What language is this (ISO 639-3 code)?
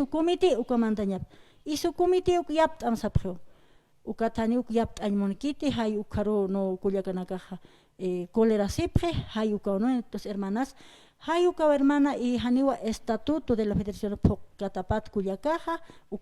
aym